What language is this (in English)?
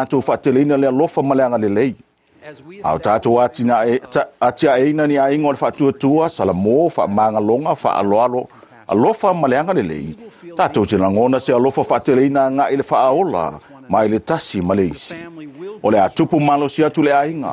Samoan